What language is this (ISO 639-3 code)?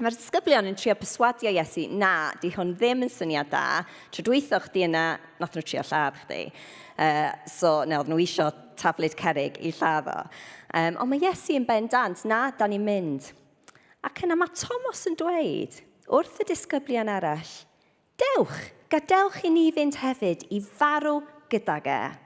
cym